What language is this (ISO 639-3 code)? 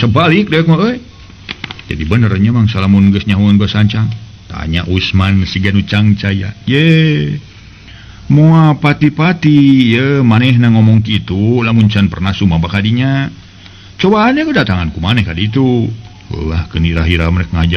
sun